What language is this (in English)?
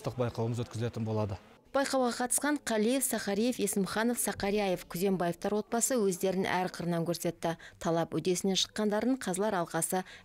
Kazakh